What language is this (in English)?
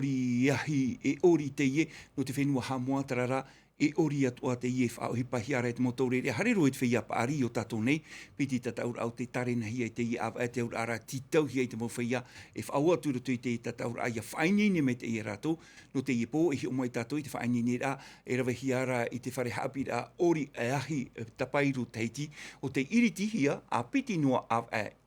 Tahitian